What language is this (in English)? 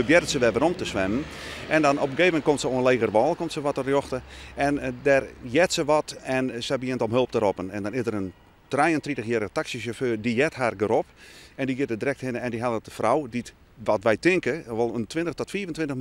Western Frisian